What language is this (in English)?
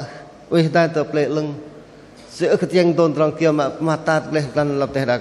Bahnar